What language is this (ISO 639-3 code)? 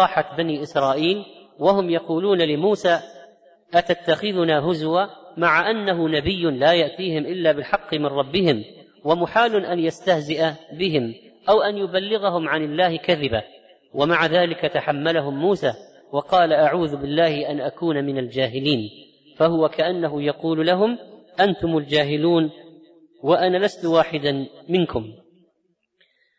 ara